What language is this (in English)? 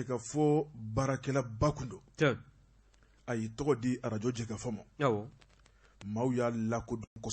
Bambara